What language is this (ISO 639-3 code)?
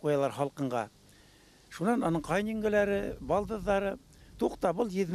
bak